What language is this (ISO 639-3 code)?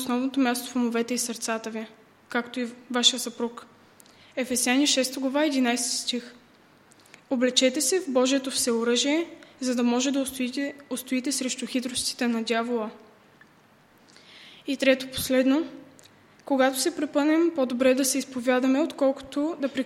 bul